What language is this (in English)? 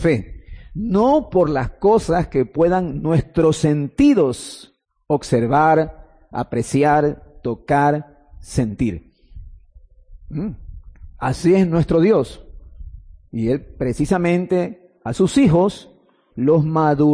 Spanish